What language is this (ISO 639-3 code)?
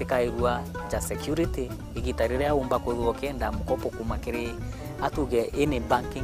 mer